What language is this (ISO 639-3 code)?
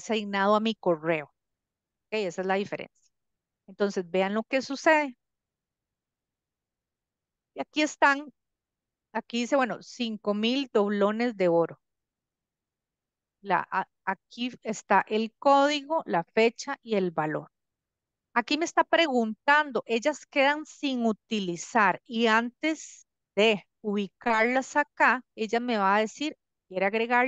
spa